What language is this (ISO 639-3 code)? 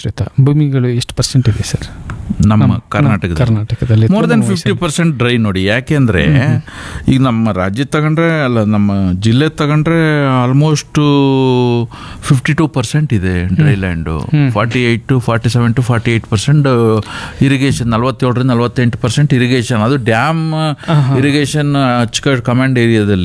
kan